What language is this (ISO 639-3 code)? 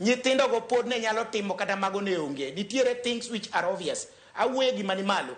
luo